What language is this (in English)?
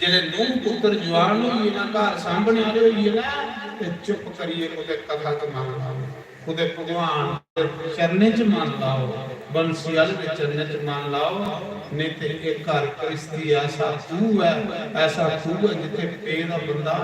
Dogri